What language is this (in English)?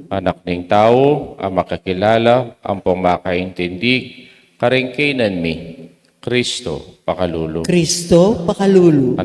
Pampanga